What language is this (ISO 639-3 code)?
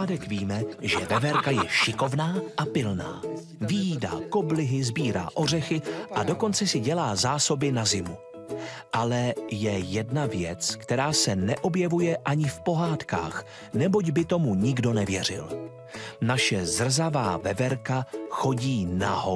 ces